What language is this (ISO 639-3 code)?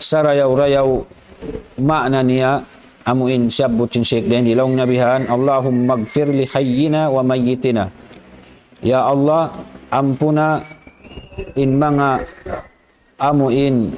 tsg